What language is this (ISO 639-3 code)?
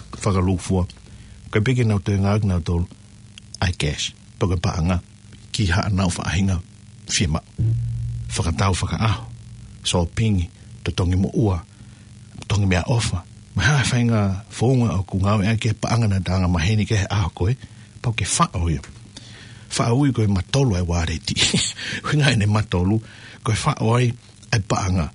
ton